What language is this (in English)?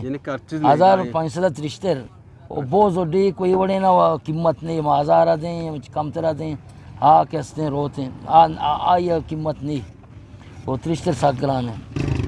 Eastern Balochi